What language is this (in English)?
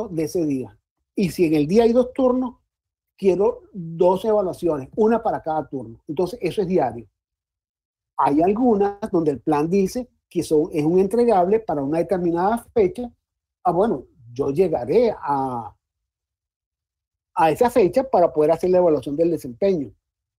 Spanish